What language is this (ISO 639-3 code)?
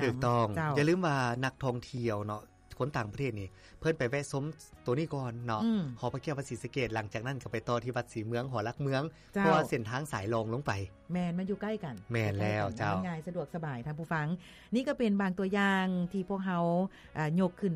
lao